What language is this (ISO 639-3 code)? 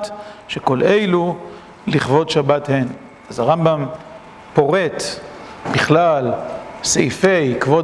heb